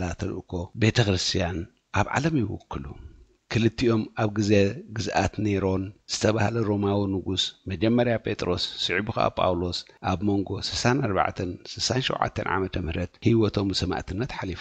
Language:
Tigrinya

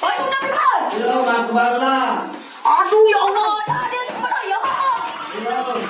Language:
Musi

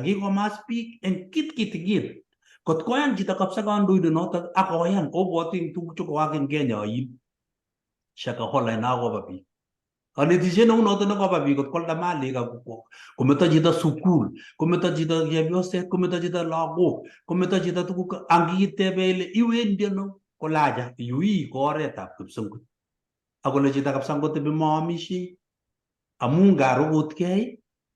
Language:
Kalenjin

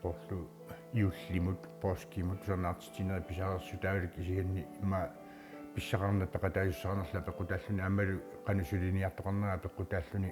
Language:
Kalaallisut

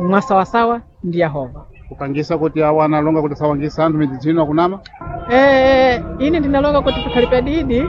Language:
Sena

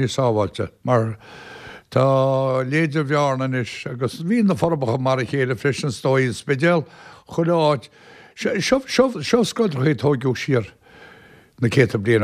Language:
Irish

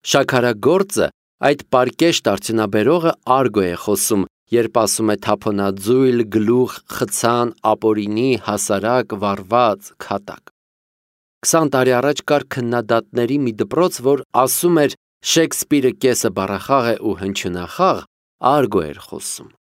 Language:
Armenian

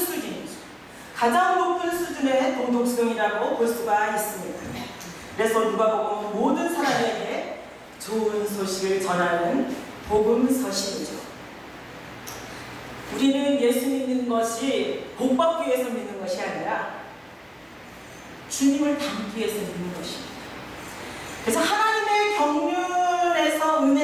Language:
Korean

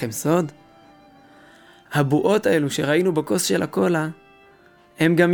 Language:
Hebrew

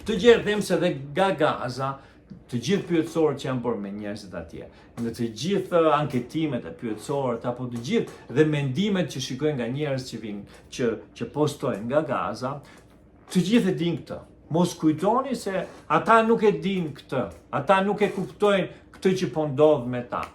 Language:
Albanian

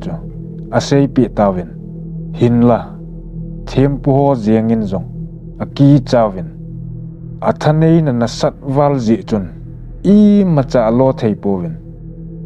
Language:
Thado Chin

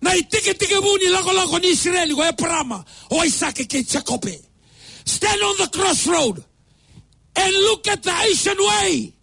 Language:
Fijian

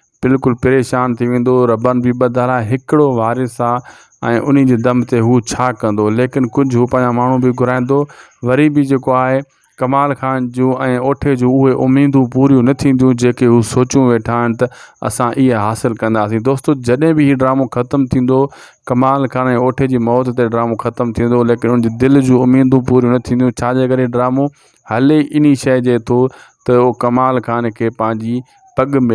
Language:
Sindhi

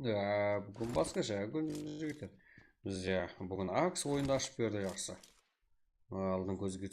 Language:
Kara-Kalpak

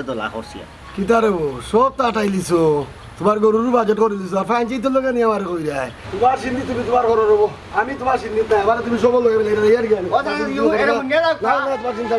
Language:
Sylheti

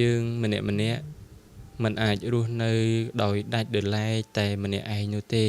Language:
Khmer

